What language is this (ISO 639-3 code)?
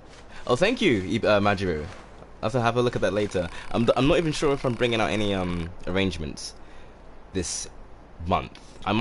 eng